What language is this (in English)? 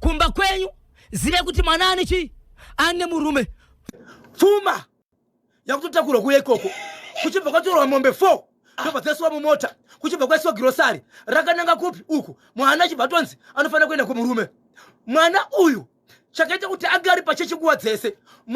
Shona